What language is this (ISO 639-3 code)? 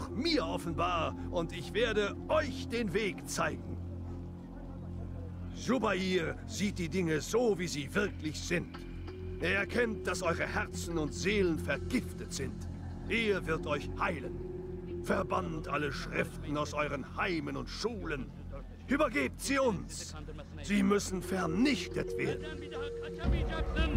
deu